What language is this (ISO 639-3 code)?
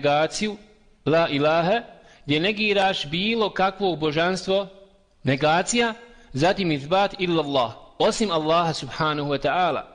bos